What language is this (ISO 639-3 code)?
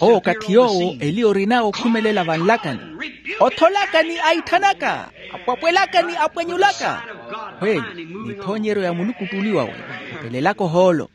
vmw